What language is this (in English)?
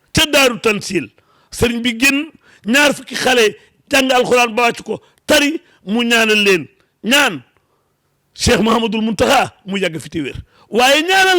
Wolof